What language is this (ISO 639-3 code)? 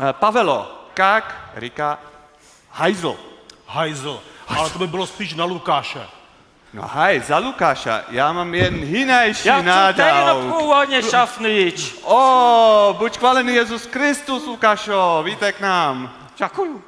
hsb